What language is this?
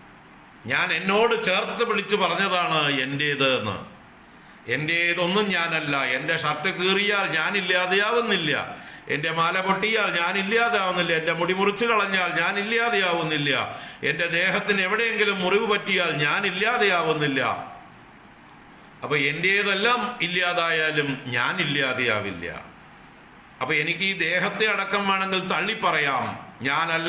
Malayalam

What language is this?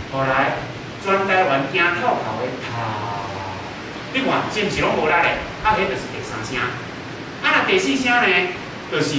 Min Nan Chinese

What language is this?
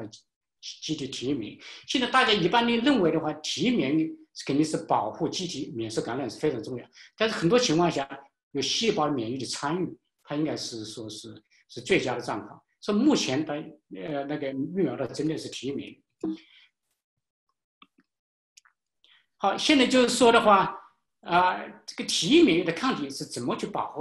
Chinese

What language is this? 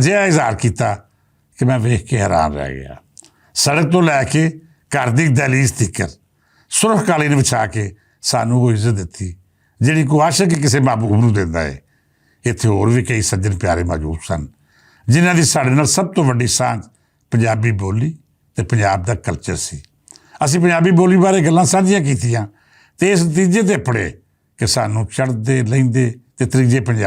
Western Panjabi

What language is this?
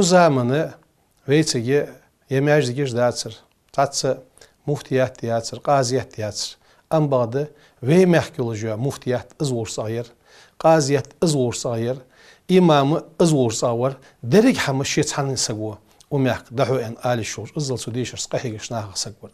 Ingush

